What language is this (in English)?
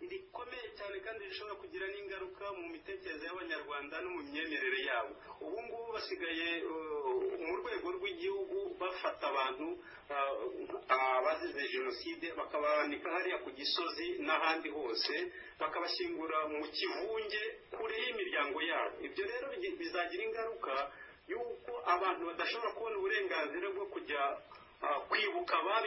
Kinyarwanda